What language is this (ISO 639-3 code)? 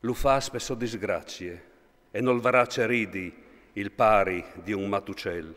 fur